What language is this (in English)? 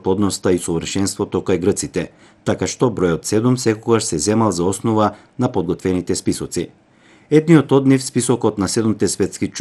Macedonian